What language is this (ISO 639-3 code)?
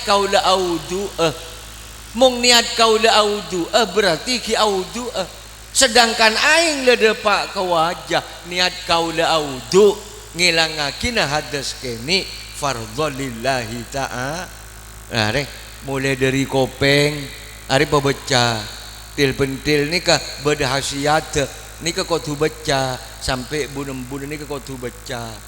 mad